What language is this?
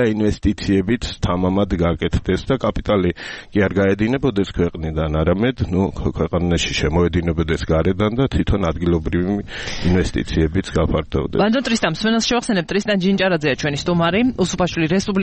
Georgian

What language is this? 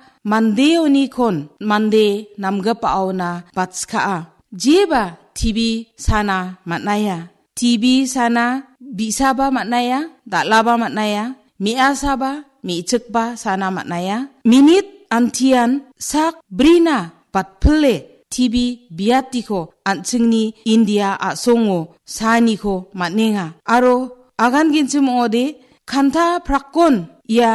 Garo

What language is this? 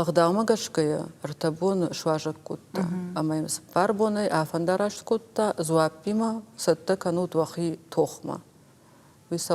Ossetic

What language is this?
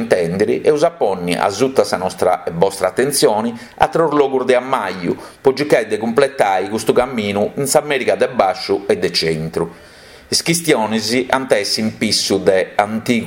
Sardinian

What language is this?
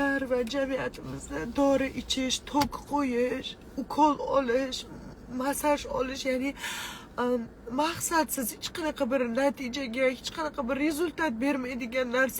Uzbek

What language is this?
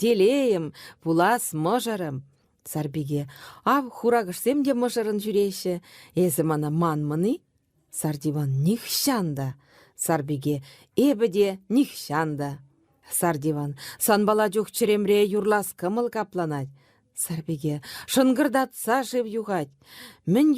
Chuvash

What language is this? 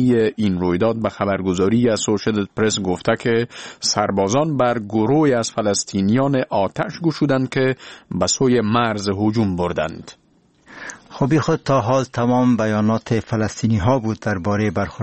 Persian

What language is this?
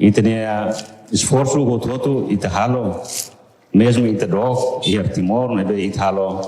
Tetum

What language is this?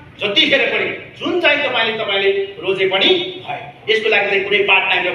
Nepali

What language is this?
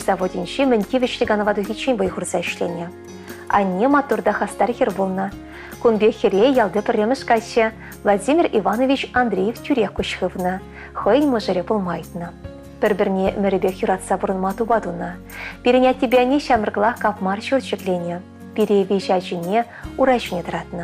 Chuvash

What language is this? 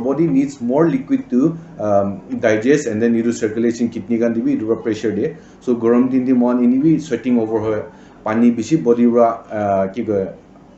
Naga Pidgin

